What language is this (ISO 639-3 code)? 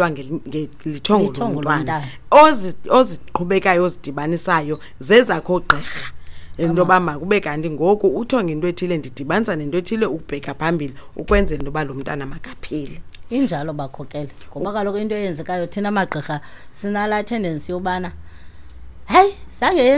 xho